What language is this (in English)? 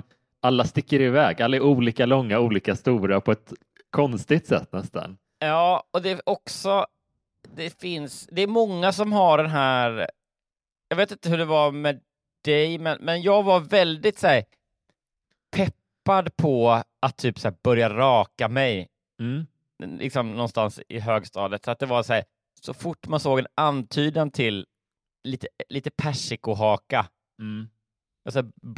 Swedish